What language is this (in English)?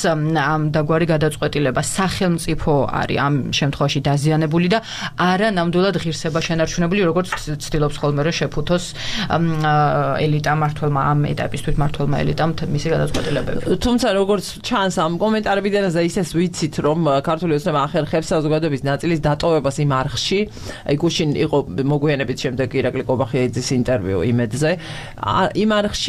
Georgian